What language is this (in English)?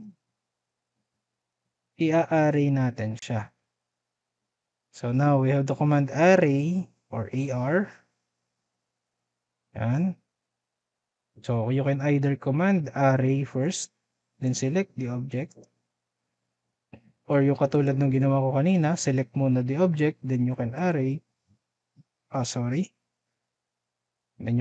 Filipino